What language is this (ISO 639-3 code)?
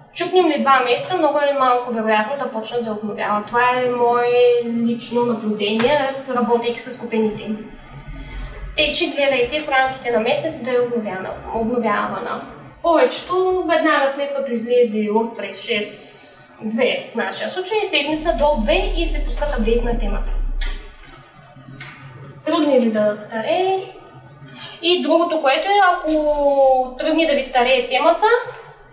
bul